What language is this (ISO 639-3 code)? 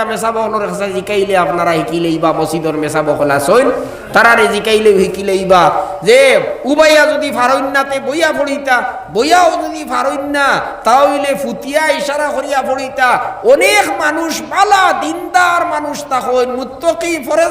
syl